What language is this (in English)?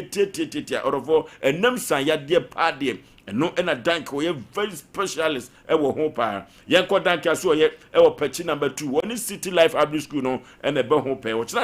Akan